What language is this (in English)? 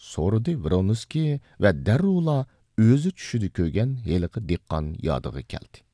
Uyghur